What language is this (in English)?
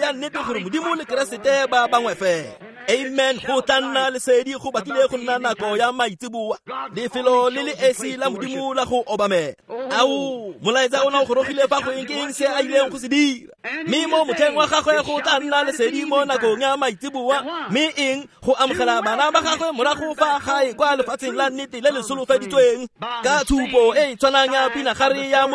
Tswana